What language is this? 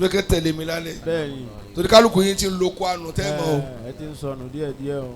Yoruba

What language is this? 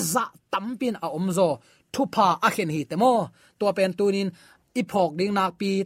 Tedim Chin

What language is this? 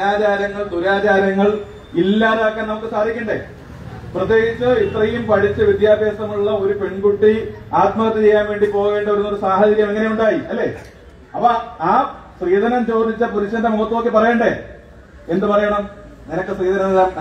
Malayalam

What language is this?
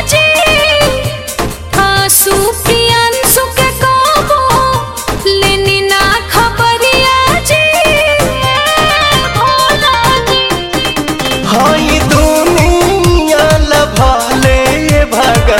Bhojpuri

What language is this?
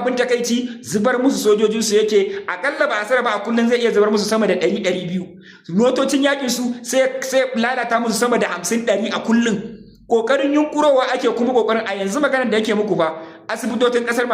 Hausa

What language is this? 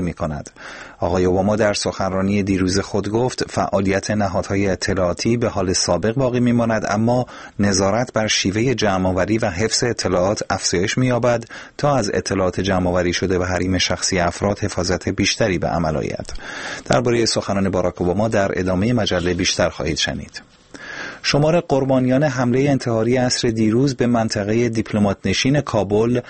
Persian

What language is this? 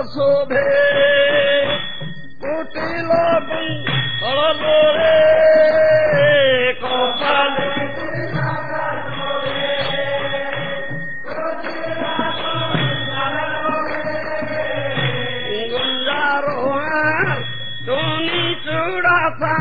Bangla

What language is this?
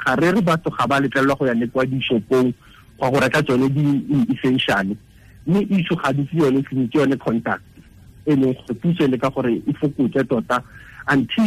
Tswana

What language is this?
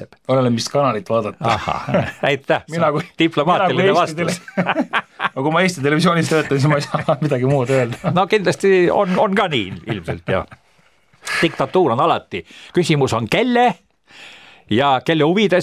Estonian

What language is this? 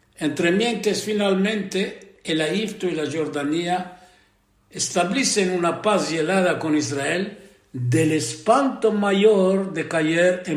Ladino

